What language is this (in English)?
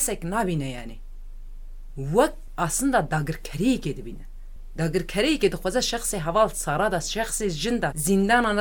Kurdish